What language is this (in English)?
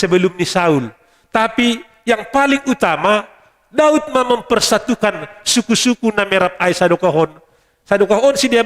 Batak Simalungun